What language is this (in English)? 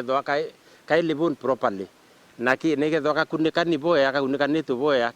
Meru